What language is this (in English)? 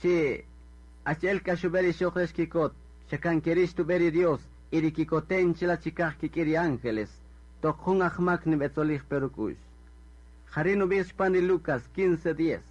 Kaqchikel